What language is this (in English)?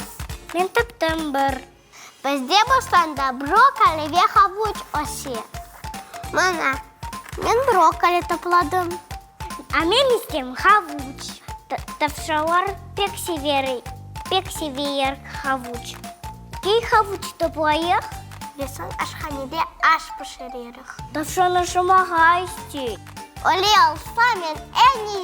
Crimean Tatar